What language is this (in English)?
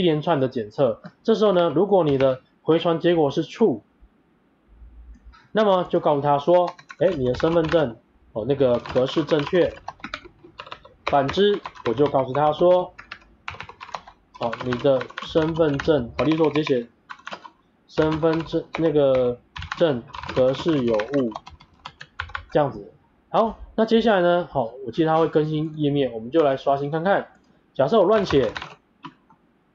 Chinese